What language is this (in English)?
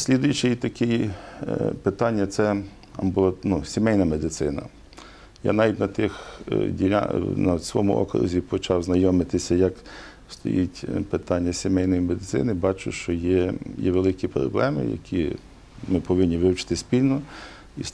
Ukrainian